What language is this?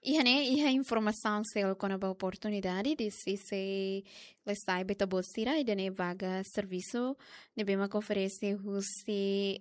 Tetum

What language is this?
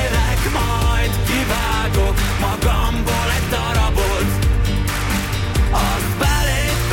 Hungarian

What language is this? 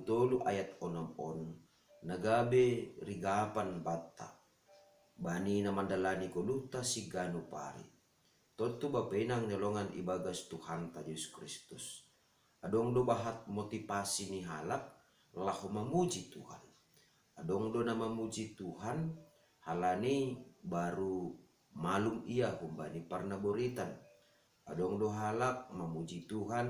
Batak Simalungun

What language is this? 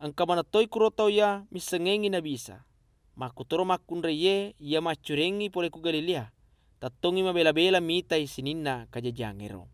Buginese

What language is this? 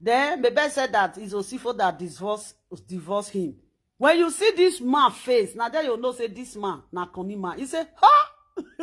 Nigerian Pidgin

